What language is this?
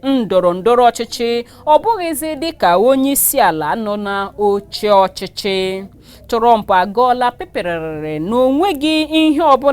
Igbo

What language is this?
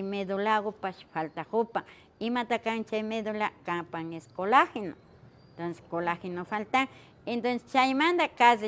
Imbabura Highland Quichua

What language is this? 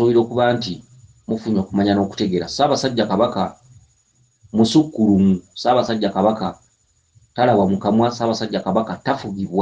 Ganda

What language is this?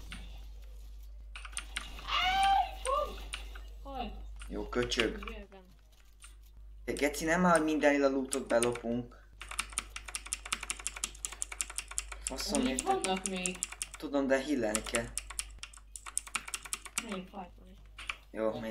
Hungarian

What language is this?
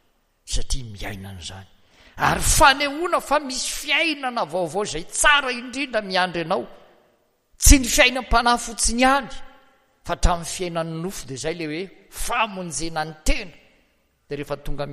Malagasy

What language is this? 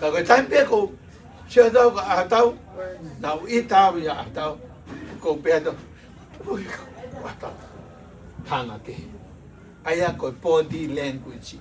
Tongan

